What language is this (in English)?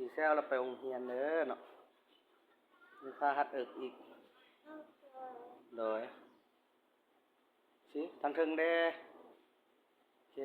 Lao